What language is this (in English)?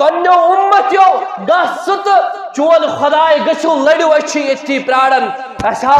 Kashmiri